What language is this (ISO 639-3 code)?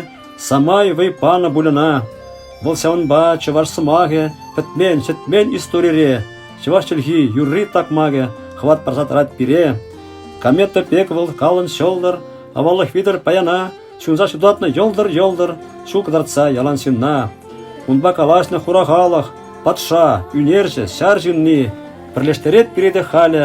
chv